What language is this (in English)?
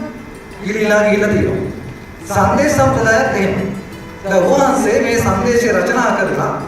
Sinhala